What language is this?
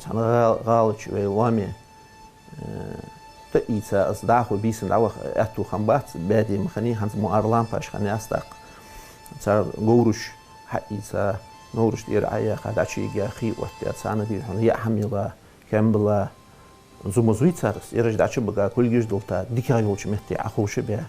Ingush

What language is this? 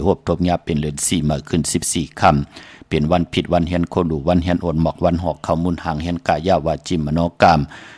Shan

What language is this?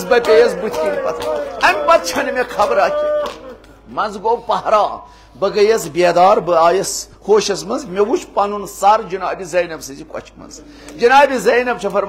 Kashmiri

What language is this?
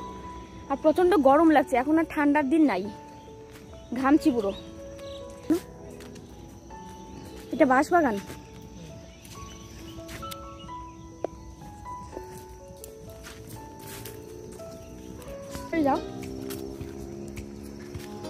Bangla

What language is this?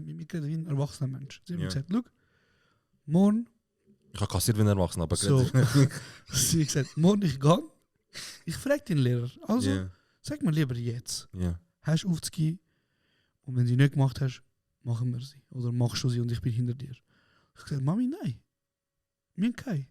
Swiss German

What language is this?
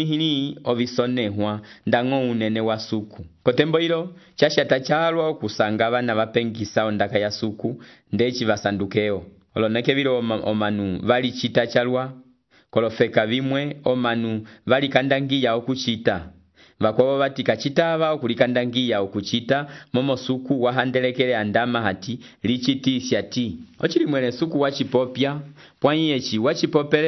Umbundu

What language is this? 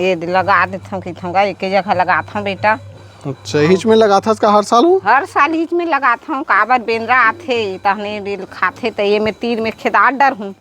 Chhattisgarhi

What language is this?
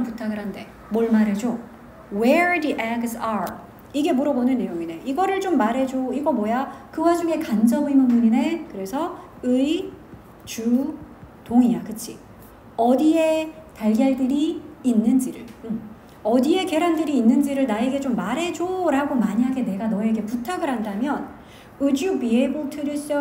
Korean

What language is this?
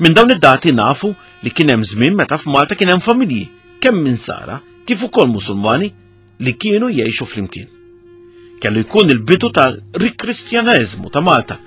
Maltese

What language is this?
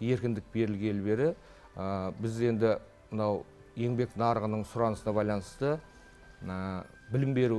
Kazakh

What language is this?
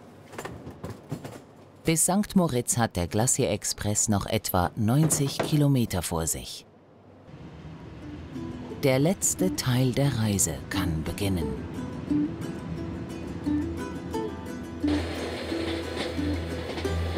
German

